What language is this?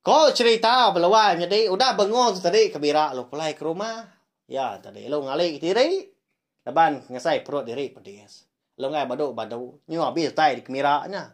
Iban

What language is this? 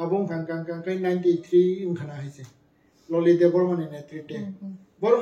Kok Borok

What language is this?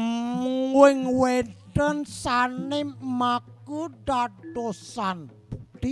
Balinese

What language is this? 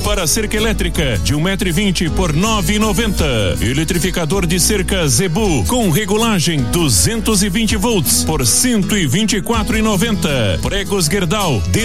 Portuguese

